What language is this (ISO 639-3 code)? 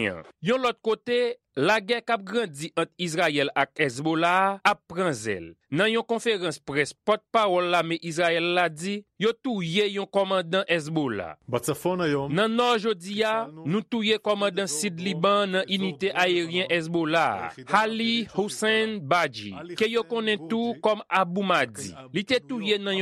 hat